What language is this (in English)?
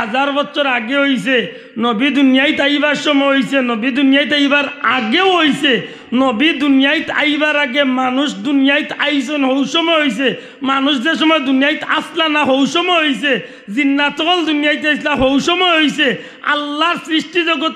Sylheti